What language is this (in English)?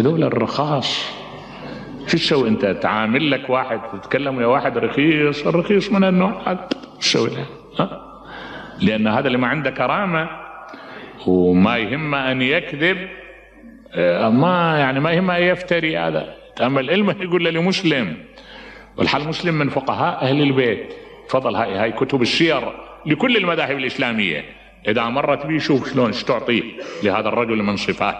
Mesopotamian Arabic